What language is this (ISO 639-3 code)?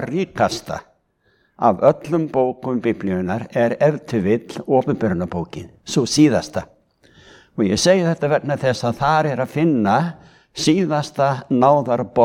isl